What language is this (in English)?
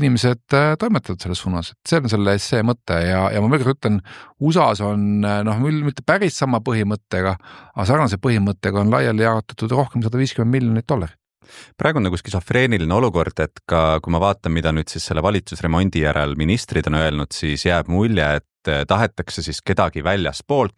Estonian